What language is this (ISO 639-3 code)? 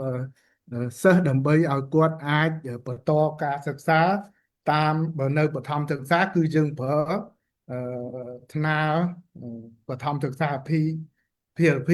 khm